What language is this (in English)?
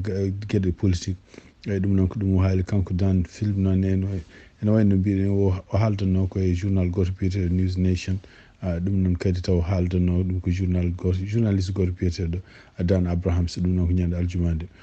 Fula